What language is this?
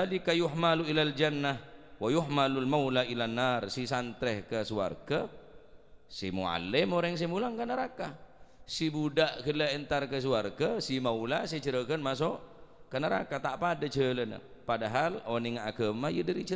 Madurese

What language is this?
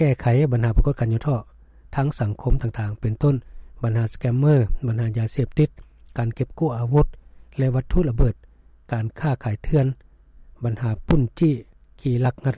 Lao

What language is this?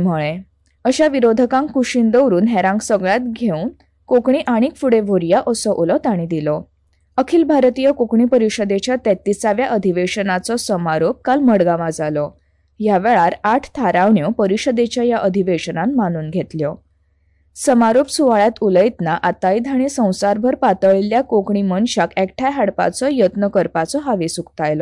Konkani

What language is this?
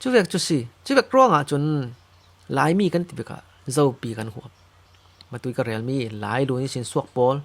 Falam Chin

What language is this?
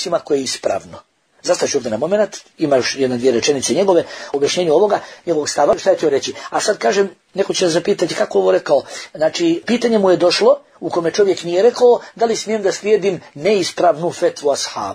Bosnian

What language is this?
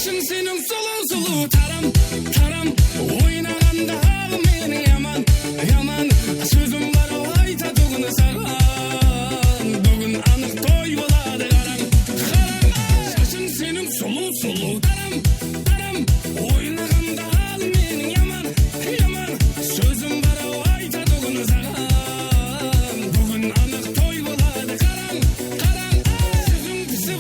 Kara-Kalpak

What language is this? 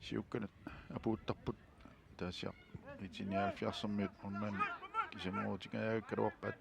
Kalaallisut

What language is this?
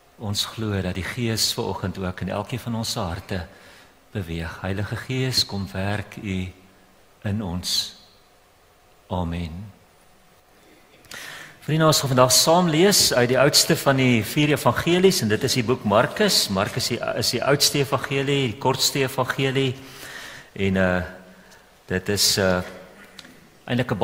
Afrikaans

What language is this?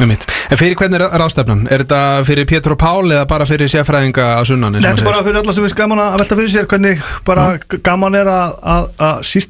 Icelandic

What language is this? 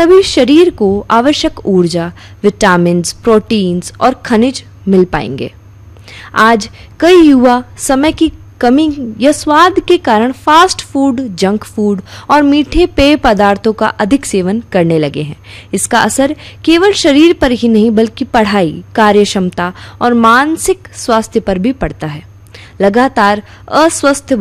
Hindi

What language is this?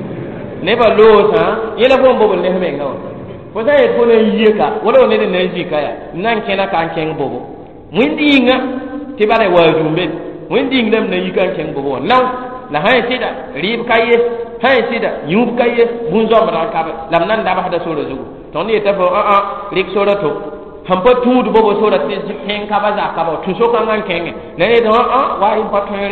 Mossi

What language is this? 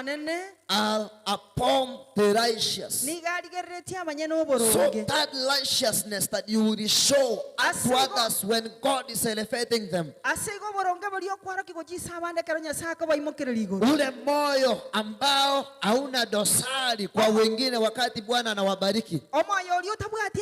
Gusii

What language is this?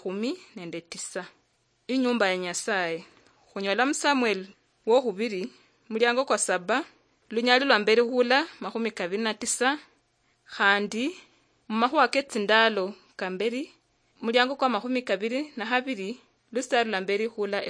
Luyia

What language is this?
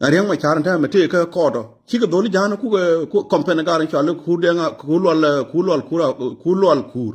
Nuer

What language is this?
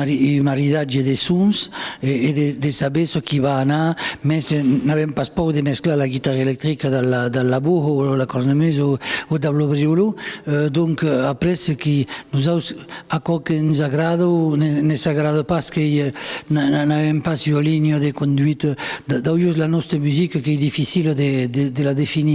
Occitan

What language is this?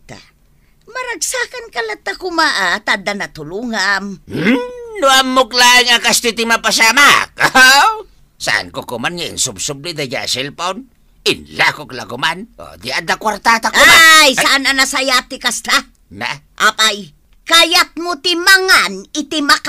Iloko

